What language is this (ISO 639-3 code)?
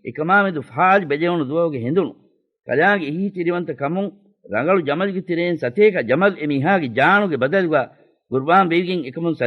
div